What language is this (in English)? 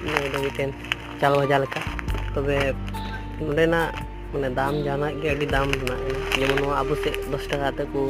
Santali